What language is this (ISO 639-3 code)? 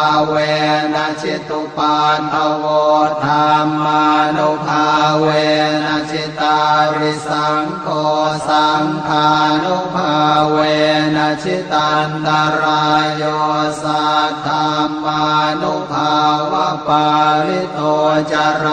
pli